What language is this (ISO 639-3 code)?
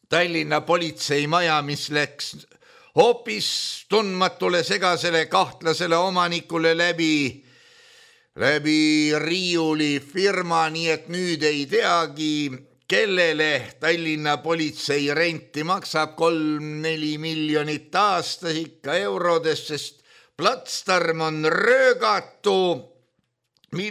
est